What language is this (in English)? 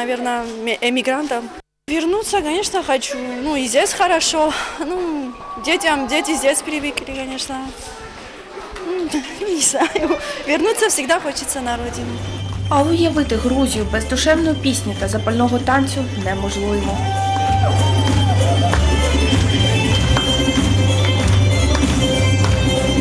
Ukrainian